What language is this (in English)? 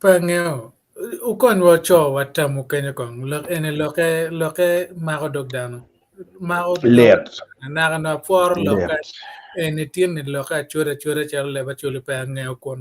Acoli